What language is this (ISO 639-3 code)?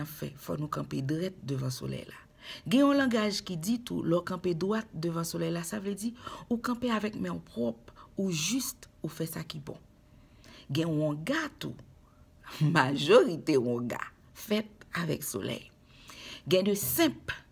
hat